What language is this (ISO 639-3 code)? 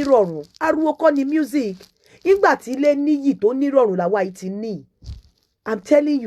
yor